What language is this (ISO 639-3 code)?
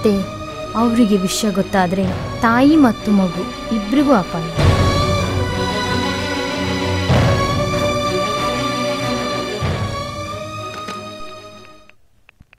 kan